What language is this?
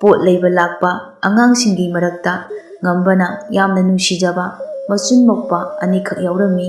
Manipuri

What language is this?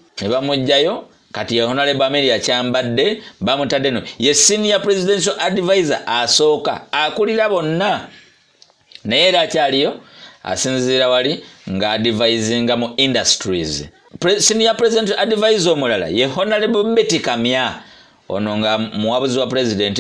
Ganda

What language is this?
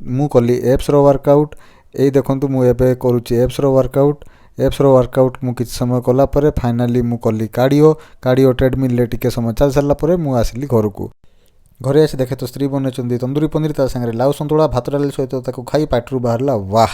Odia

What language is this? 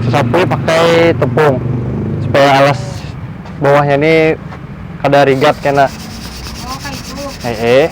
Banjar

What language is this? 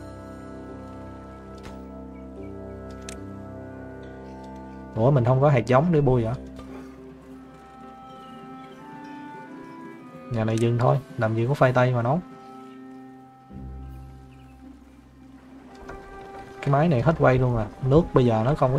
Vietnamese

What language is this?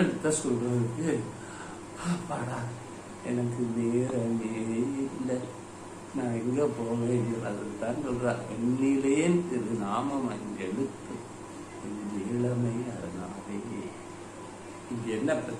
Tamil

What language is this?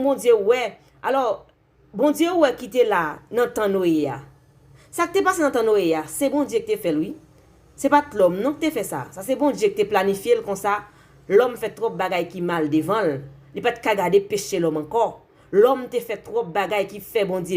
Haitian Creole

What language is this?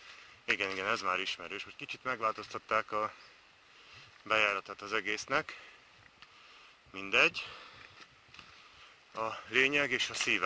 Hungarian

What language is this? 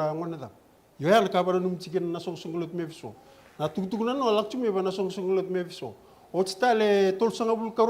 Fijian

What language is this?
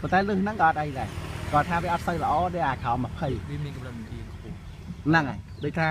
Khmer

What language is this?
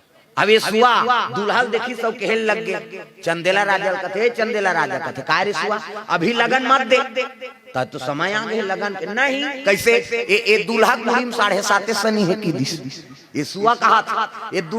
Chhattisgarhi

